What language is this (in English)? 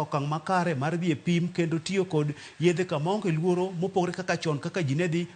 Luo (Kenya and Tanzania)